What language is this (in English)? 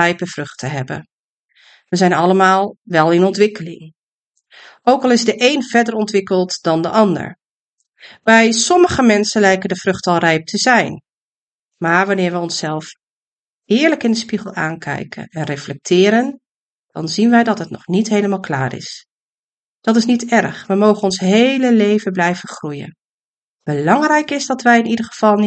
Dutch